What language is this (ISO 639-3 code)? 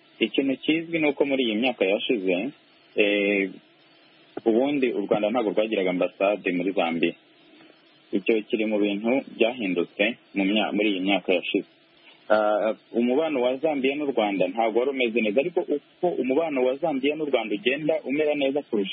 kin